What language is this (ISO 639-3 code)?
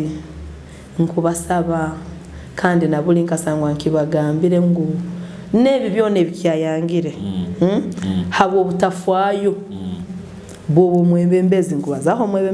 nyo